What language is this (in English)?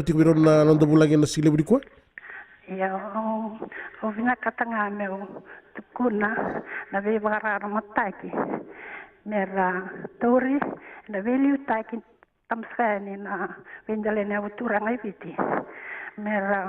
Fijian